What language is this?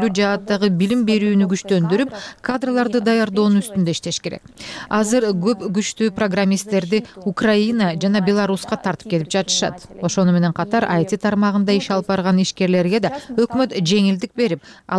Kyrgyz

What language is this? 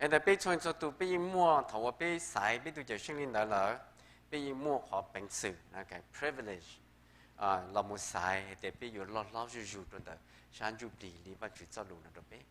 Hmong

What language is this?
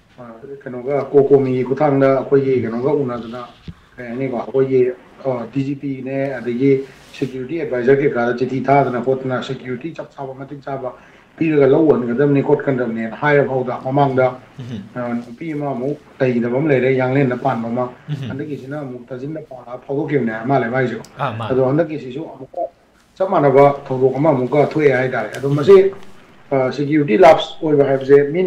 Manipuri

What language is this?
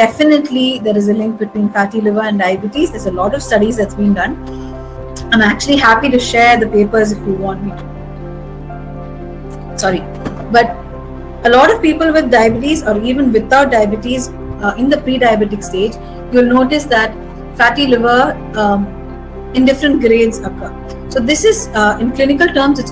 English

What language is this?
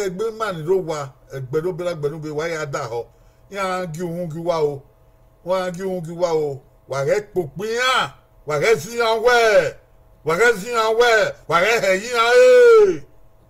Bini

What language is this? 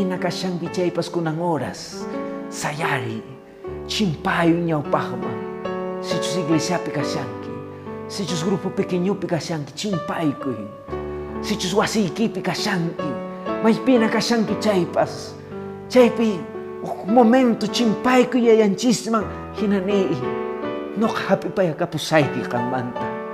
Quechua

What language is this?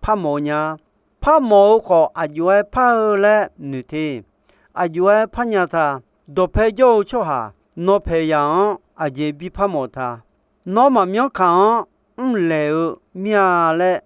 Akha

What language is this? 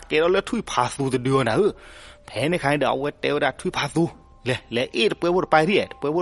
S'gaw Karen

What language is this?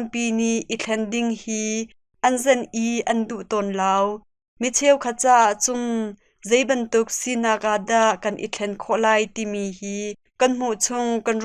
Hakha Chin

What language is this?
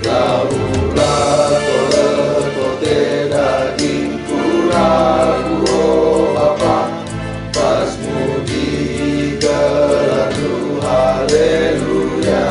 Batak Karo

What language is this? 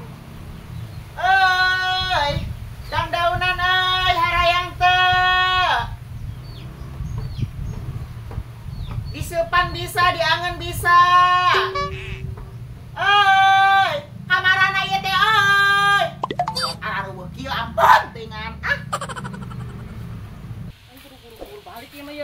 Sundanese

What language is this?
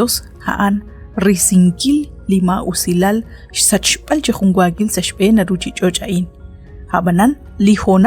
Kekchí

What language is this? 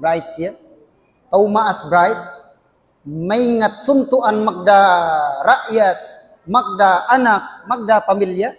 Tausug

